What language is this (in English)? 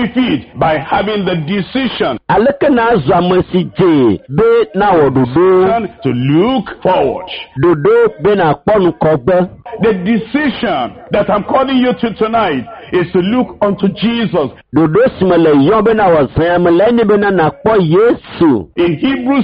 Ewe